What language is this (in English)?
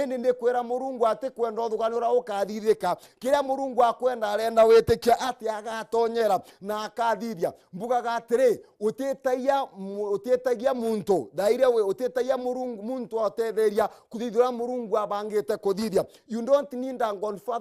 Meru